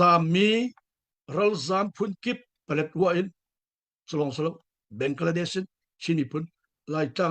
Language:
Hakha Chin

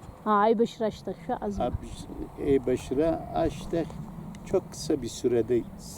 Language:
Abkhazian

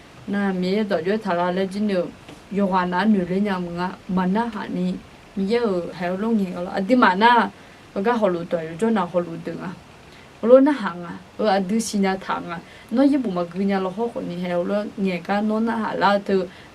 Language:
Akha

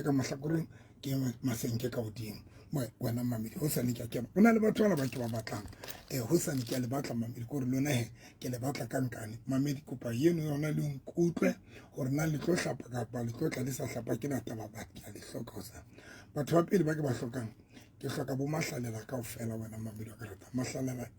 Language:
Southern Sotho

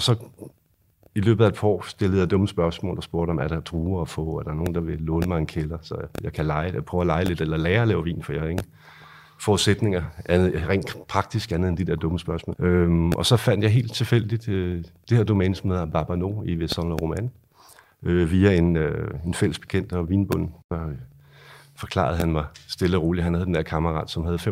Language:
Danish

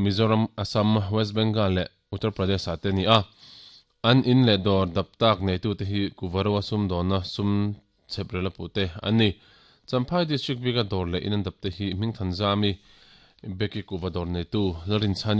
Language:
Mizo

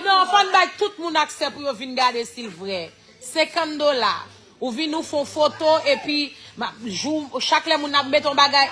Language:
Haitian Creole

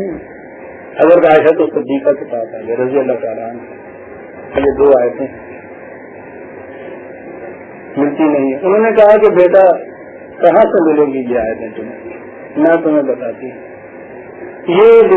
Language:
Urdu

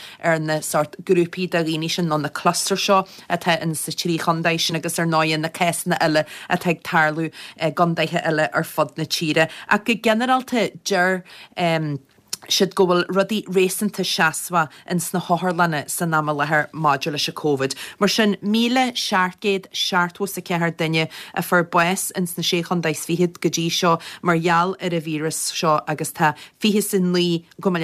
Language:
Irish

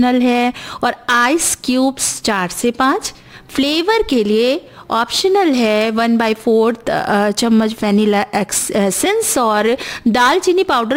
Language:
Hindi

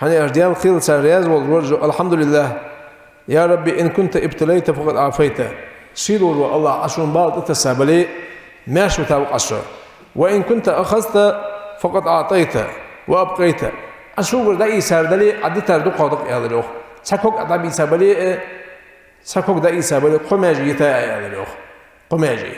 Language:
Ingush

